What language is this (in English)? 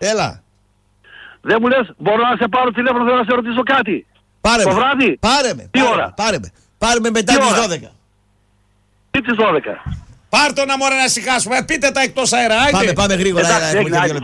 Greek